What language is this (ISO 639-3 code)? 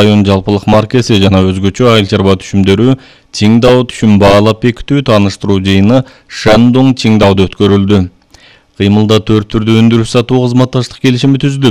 kir